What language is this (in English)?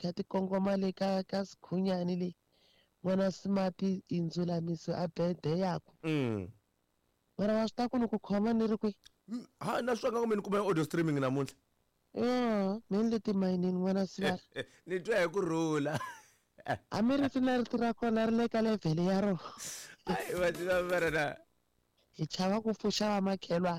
Tsonga